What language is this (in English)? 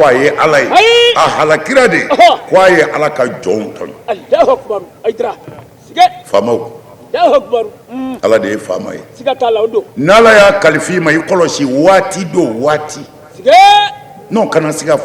Bambara